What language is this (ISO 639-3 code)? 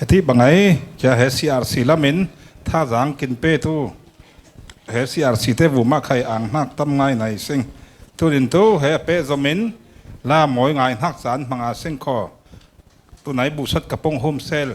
cfm